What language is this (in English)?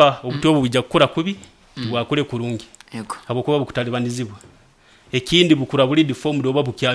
Nyoro